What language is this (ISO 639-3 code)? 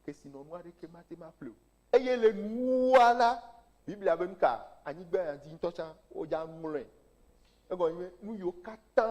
ewe